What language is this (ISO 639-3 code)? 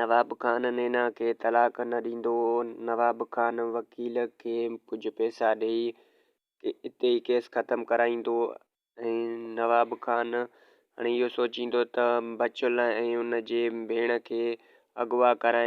snd